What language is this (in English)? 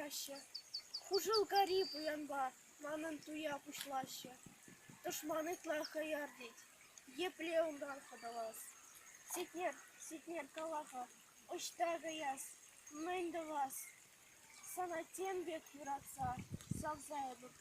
Chuvash